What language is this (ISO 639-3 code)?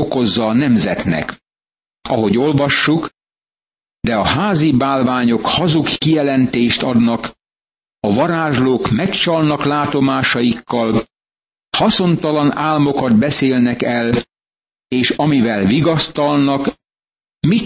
hun